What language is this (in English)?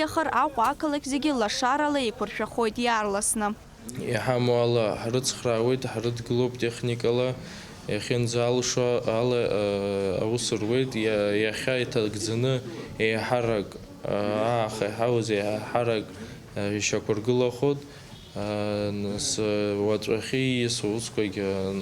Abkhazian